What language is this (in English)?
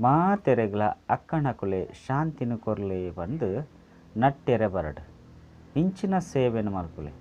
Tulu